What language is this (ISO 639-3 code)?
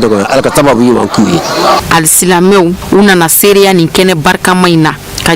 bam